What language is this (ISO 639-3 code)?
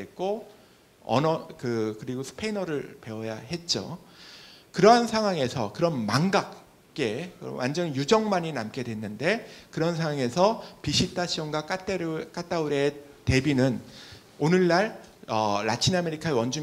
kor